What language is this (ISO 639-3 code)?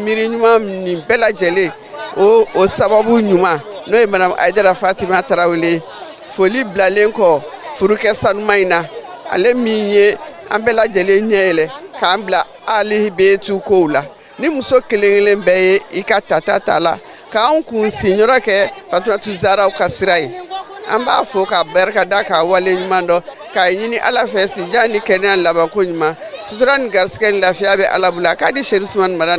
bam